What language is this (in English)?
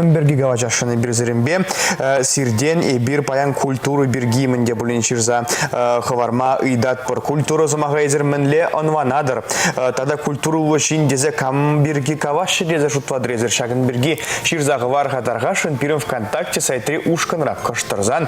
Chuvash